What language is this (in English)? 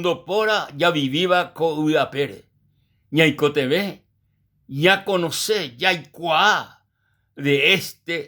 Guarani